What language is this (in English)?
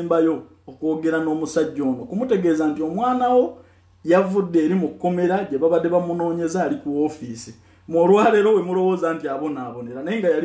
Ganda